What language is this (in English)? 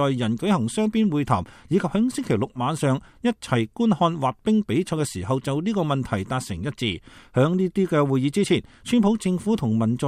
Cantonese